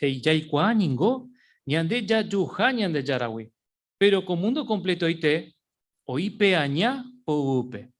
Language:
Guarani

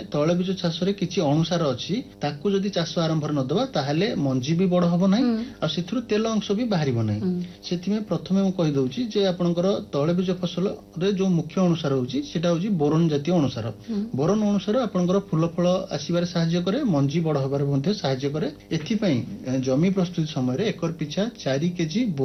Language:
Odia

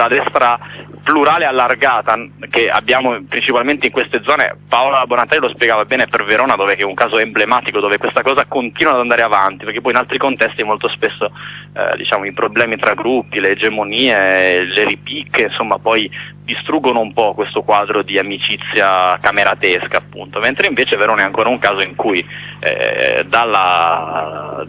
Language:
Italian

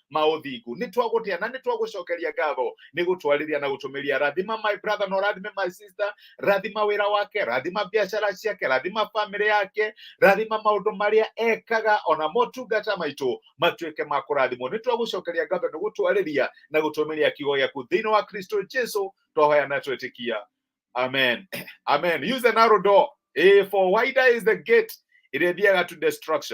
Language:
Kikuyu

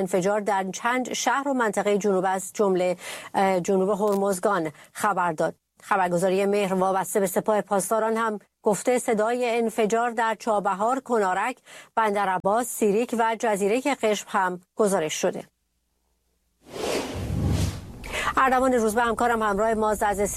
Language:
Persian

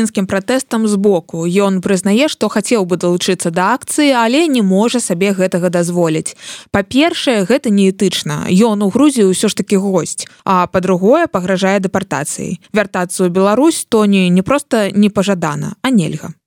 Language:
Belarusian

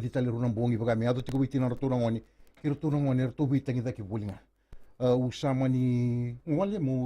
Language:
Fijian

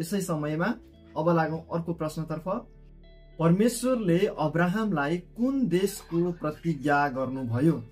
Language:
Nepali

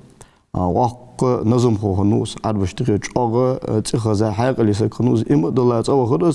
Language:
Ingush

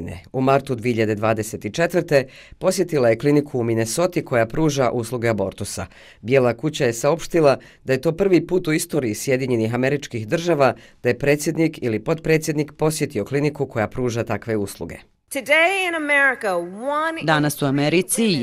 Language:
Bosnian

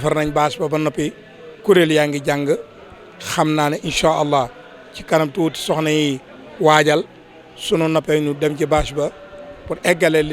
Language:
Wolof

